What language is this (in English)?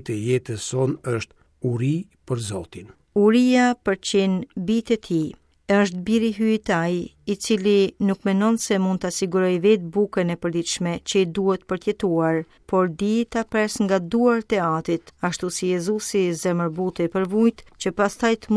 Albanian